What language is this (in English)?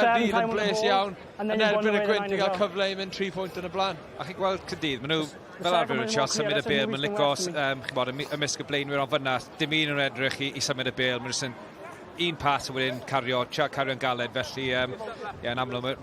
Welsh